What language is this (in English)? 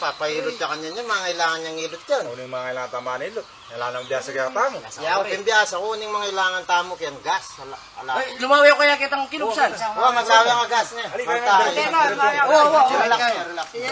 Pampanga